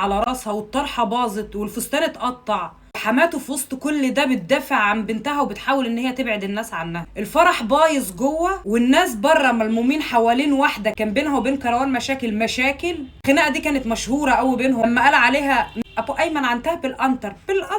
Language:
Egyptian Arabic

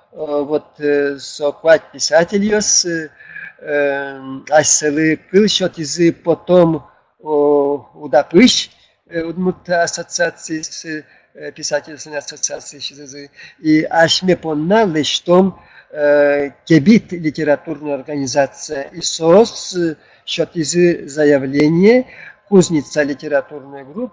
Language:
Udmurt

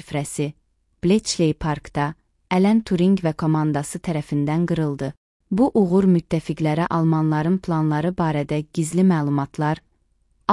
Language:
Azerbaijani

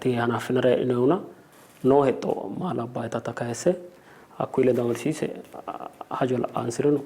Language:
Sidamo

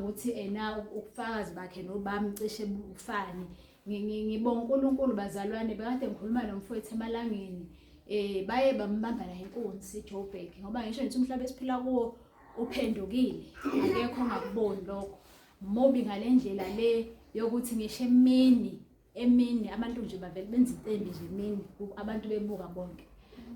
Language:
Zulu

